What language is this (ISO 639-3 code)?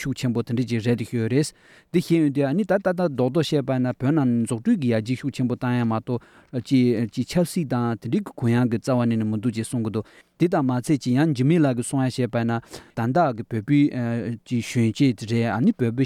lav